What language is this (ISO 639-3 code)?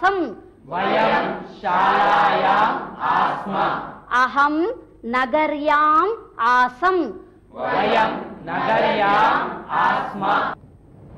san